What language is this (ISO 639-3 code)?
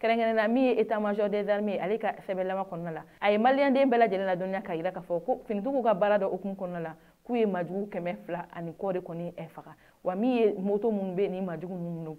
bam